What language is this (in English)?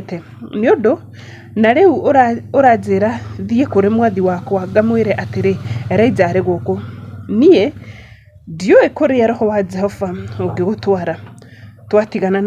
Kikuyu